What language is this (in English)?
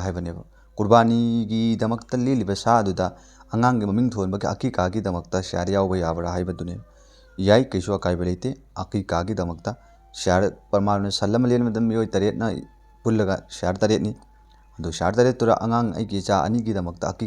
Manipuri